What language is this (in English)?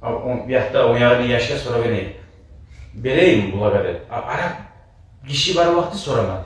Kumyk